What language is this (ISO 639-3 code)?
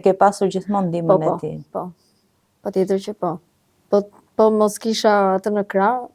sqi